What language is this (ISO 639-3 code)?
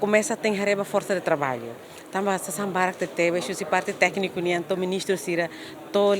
tet